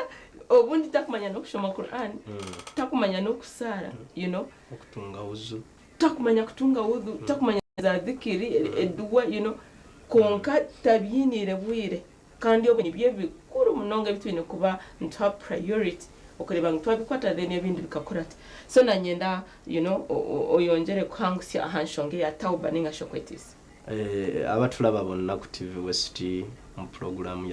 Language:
Nyankole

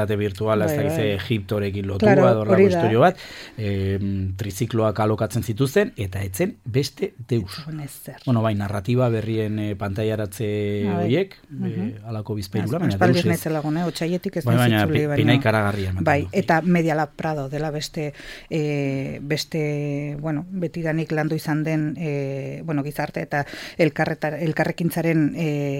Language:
Basque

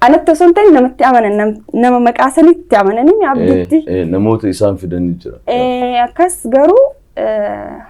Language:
Oromo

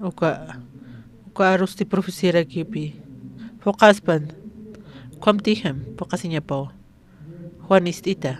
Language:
Aymara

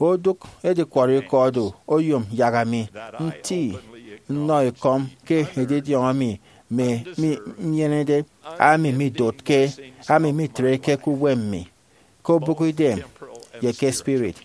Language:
Efik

